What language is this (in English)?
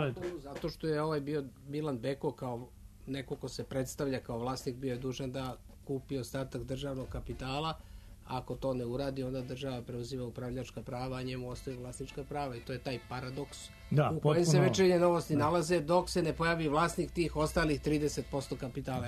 Serbian